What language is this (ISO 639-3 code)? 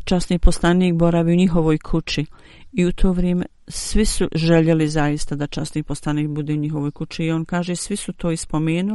bos